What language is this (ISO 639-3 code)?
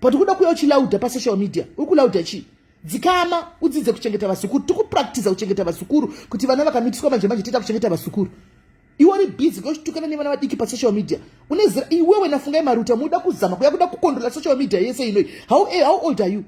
sna